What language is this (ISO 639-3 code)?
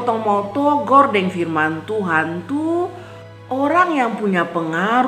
mkn